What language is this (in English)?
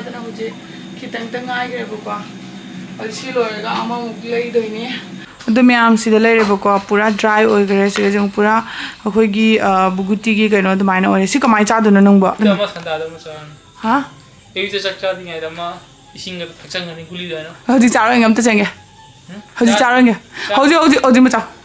Manipuri